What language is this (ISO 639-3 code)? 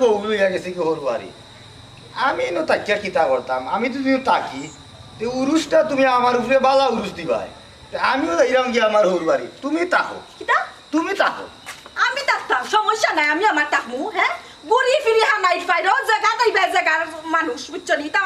syl